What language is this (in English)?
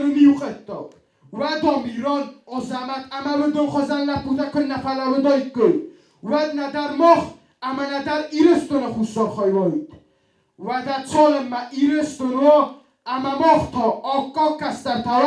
Ossetic